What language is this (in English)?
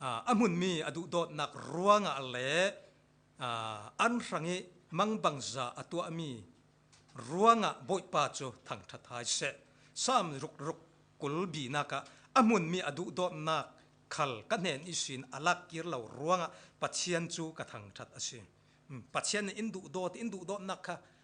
Falam Chin